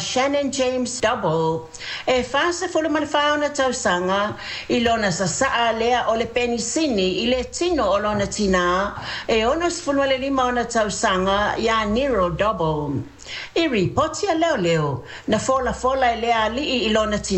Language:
Samoan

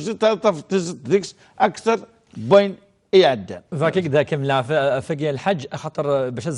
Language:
Kabyle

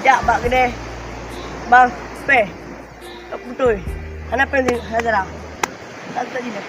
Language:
Achinese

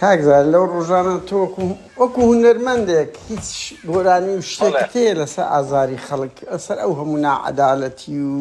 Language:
Central Kurdish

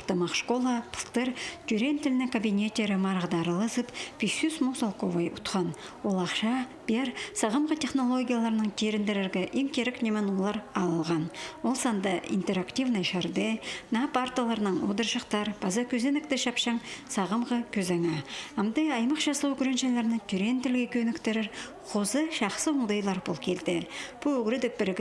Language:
Khakas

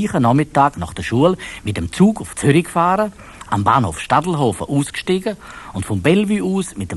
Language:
Swiss German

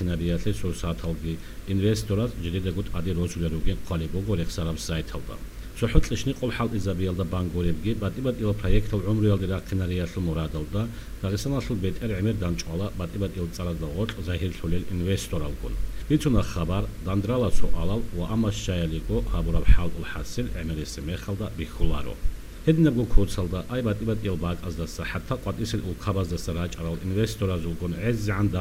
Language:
Avaric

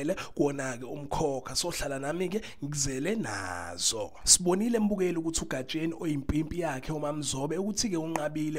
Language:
Zulu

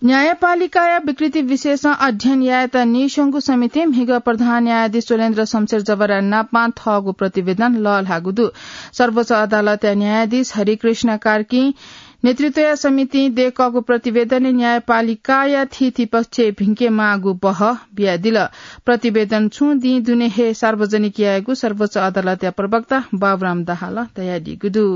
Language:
Newari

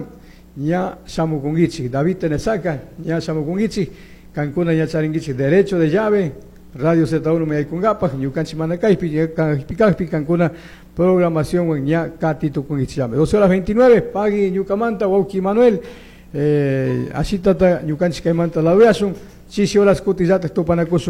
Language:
Chimborazo Highland Quichua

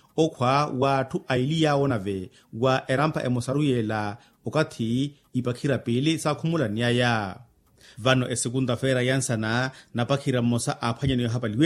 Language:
Makhuwa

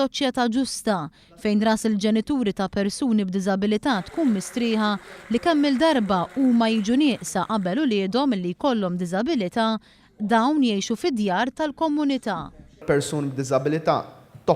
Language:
Maltese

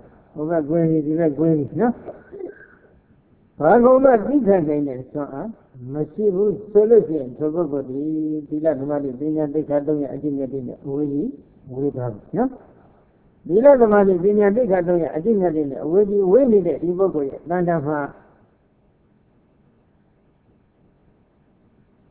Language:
Burmese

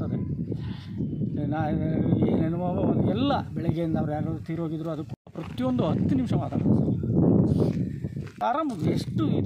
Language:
Kannada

